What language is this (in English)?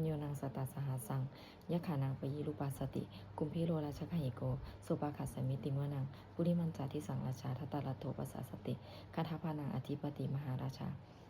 Pali